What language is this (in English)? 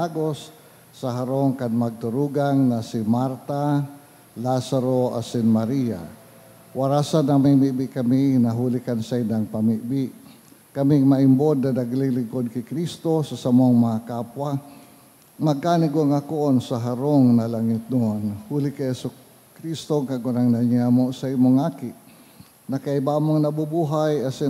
Bikol